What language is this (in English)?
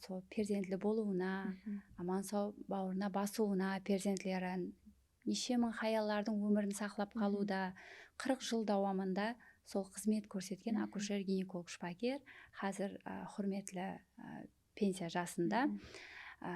Kara-Kalpak